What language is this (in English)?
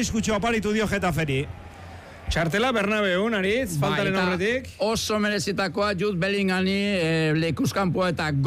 Basque